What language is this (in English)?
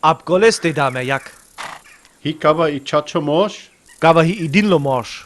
Sinte Romani